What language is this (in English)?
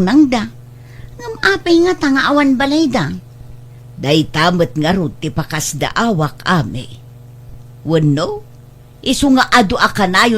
Iloko